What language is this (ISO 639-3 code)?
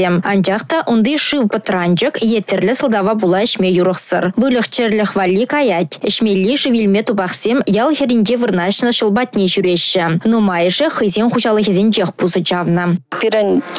chv